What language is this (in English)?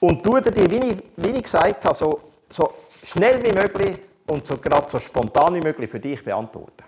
Swiss German